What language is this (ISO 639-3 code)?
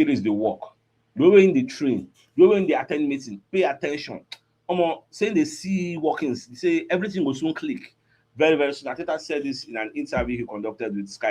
pcm